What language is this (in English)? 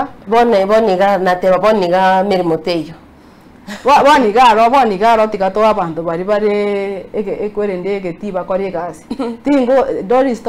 Gusii